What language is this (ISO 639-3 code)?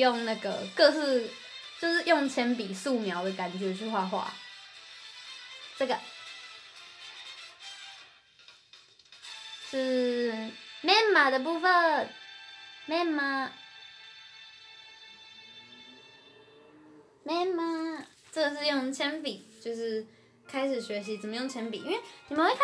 zho